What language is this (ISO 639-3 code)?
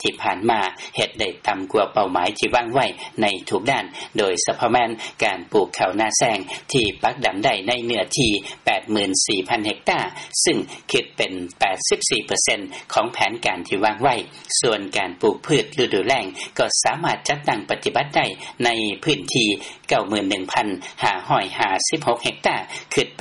lao